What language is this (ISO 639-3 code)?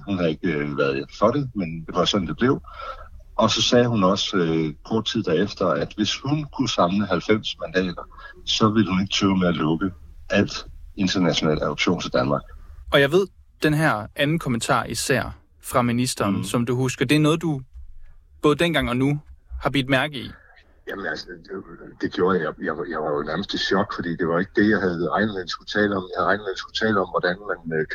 dan